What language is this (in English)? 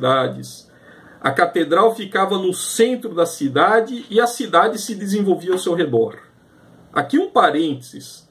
Portuguese